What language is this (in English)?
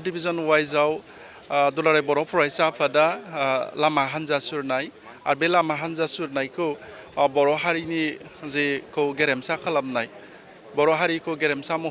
Bodo